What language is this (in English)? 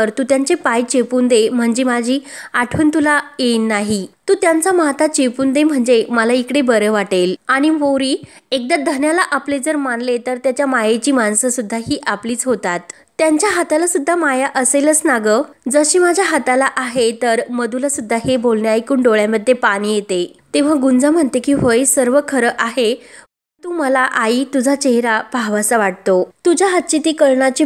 Marathi